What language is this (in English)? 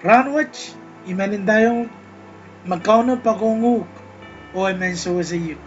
Pohnpeian